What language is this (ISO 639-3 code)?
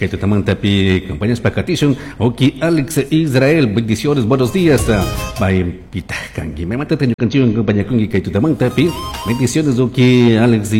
qug